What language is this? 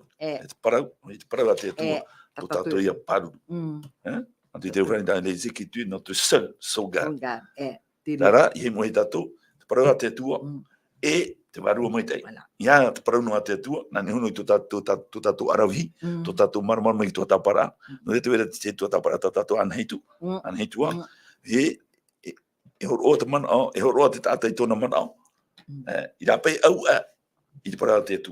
Tahitian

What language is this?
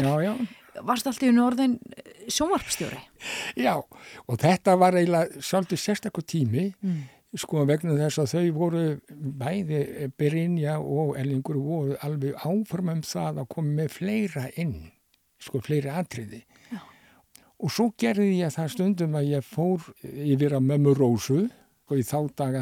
Icelandic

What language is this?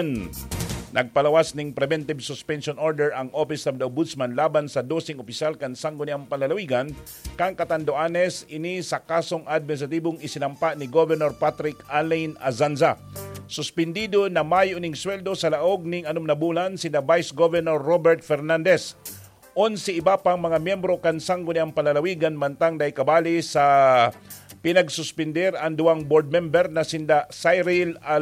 Bikol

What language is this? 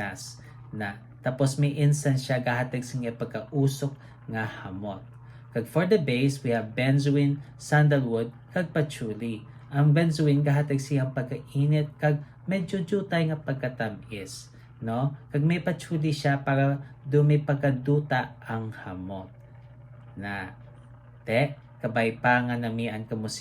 Hiligaynon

